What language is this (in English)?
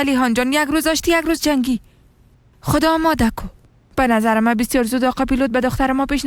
Persian